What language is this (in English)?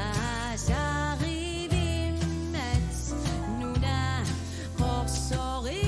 Kalaallisut